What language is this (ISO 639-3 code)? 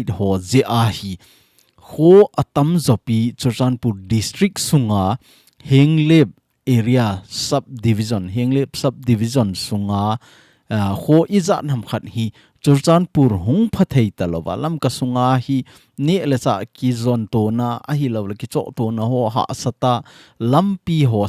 tcz